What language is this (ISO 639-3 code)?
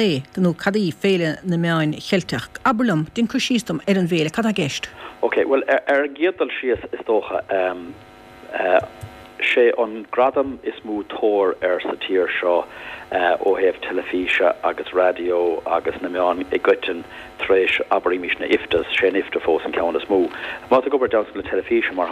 gle